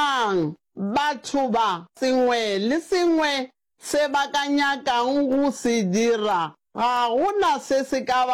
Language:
Northern Sotho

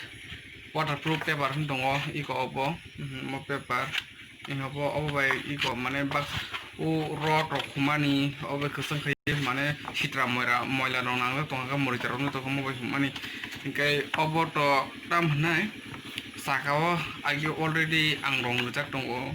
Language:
Kok Borok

